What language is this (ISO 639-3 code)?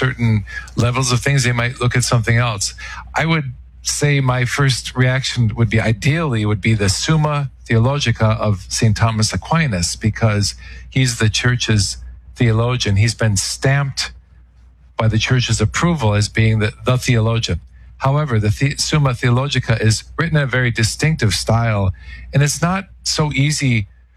eng